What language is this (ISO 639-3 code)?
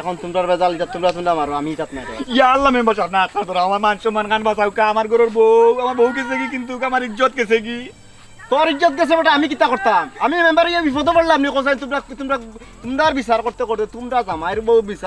syl